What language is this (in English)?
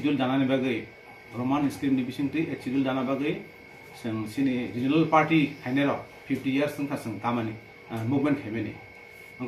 Kok Borok